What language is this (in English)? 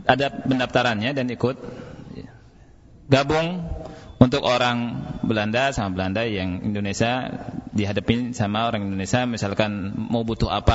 Indonesian